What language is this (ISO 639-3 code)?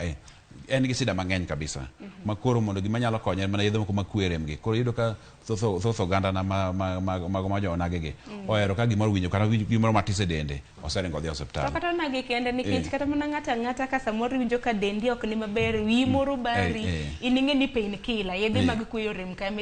luo